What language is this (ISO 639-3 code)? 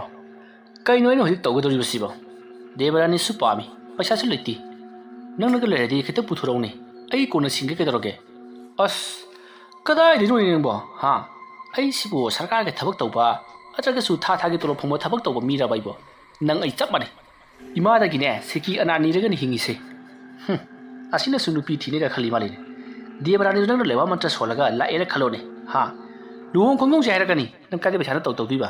mni